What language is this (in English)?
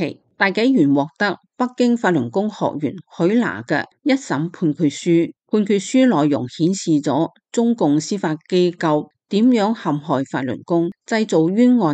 Cantonese